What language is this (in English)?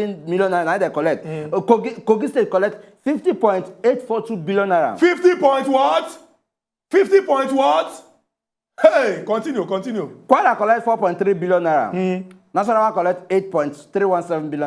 Nigerian Pidgin